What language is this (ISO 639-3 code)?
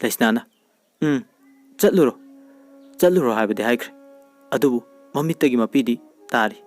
mni